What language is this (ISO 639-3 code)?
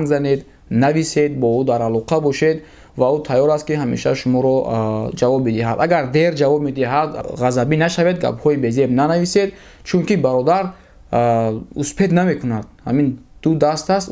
tgk